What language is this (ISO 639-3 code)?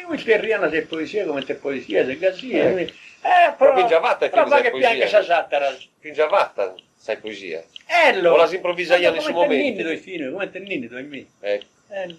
srd